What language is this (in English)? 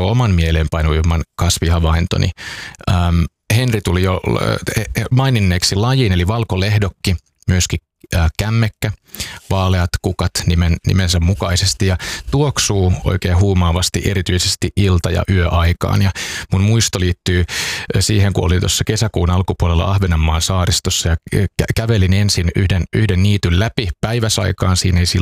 Finnish